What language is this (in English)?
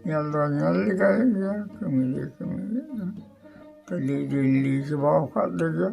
Santali